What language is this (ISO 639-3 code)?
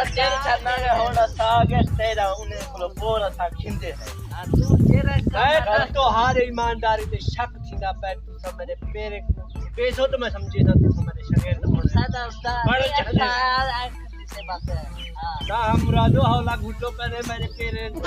skr